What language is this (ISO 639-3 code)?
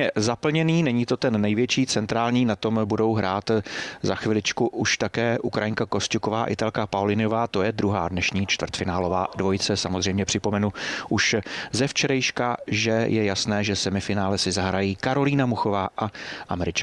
ces